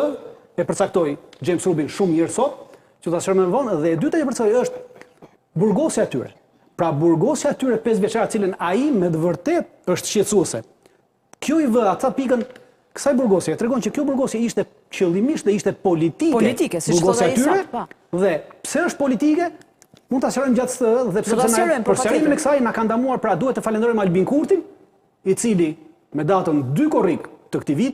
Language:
Albanian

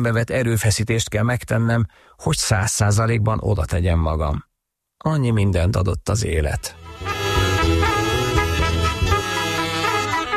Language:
Hungarian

